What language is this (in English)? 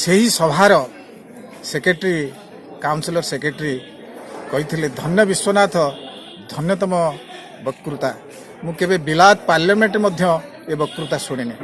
Odia